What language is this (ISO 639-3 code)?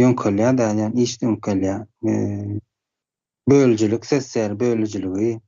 tuk